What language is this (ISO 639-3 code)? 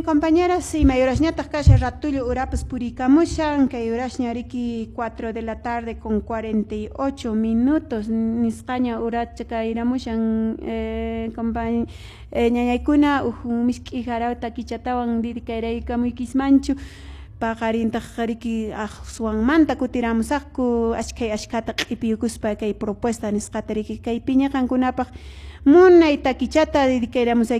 que